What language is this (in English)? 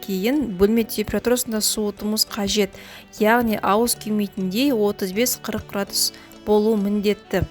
Kazakh